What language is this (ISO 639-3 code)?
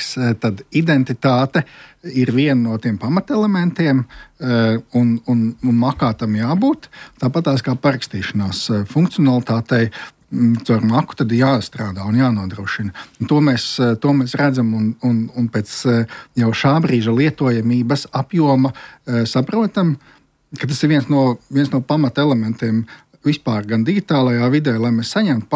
lav